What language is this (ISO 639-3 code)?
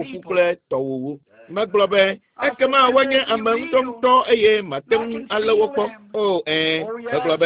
ewe